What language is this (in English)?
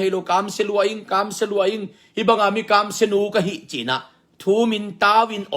Tedim Chin